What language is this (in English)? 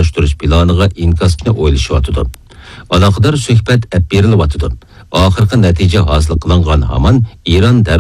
Uyghur